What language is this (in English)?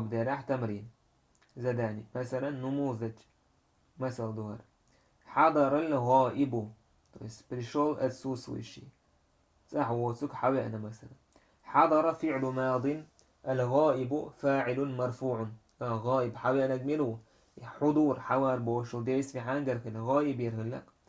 Chechen